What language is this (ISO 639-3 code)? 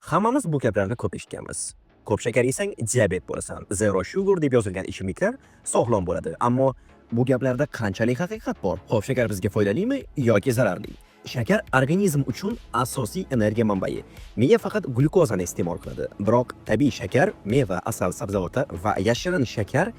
uzb